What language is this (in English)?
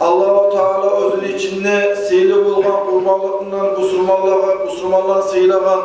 Kumyk